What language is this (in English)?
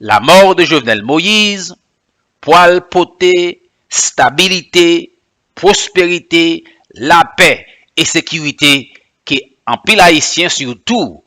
Haitian Creole